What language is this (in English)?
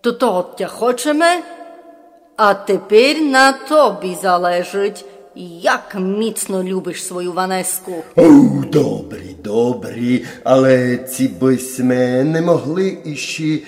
Rusyn